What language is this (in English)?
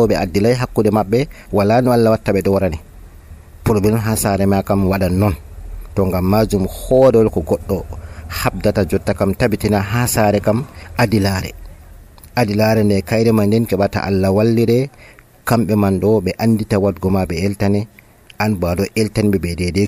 Nigerian Fulfulde